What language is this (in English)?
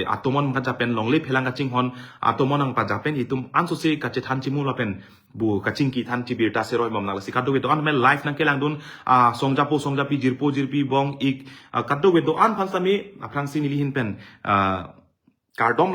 Karbi